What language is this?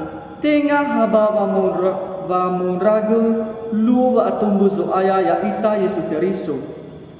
Nias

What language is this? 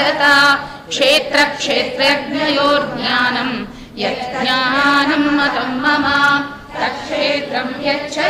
Sanskrit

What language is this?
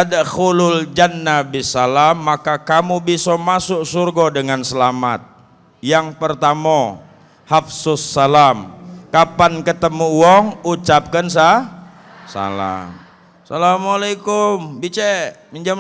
Musi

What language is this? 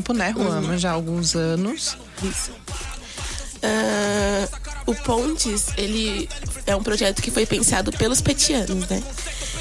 Portuguese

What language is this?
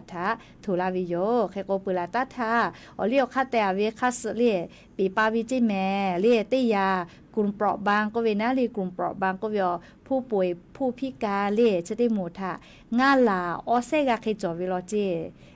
Lahu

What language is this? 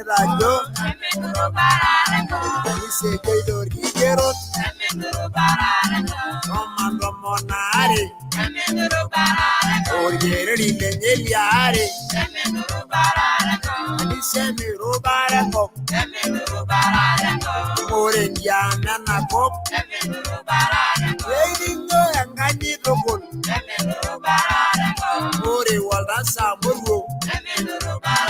Masai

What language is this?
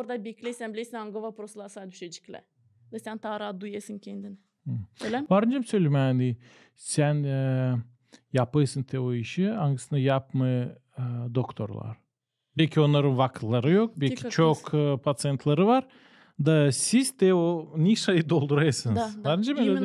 Gagauz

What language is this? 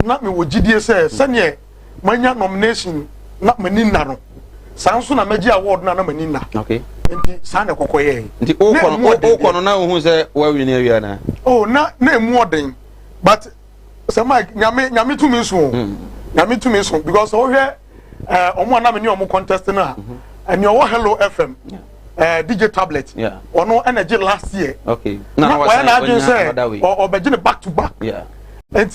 Akan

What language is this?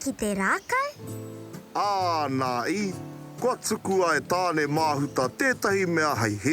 Māori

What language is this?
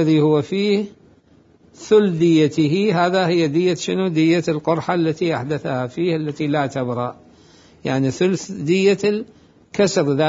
Mesopotamian Arabic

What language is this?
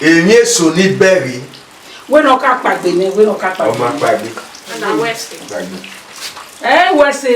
Bini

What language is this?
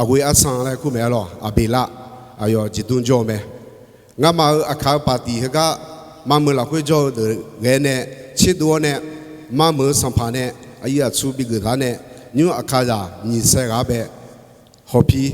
Akha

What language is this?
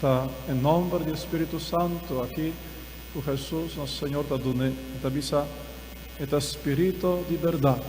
Papiamento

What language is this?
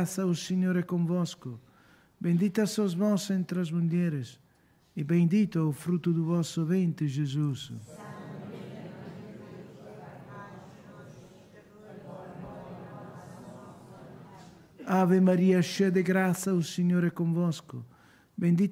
Portuguese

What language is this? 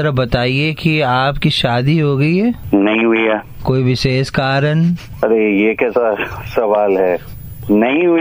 Hindi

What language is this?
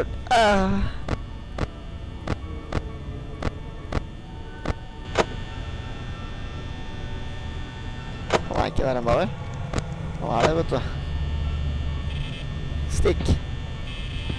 Norwegian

